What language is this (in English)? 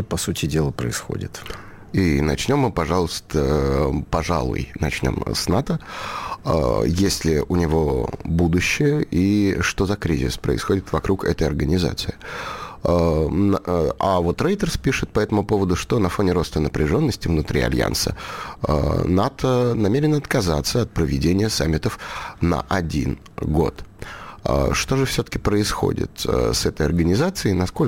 Russian